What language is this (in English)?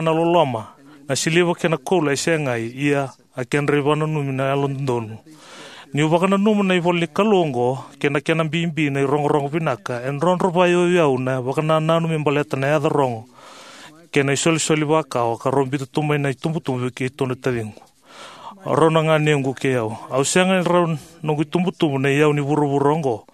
Fijian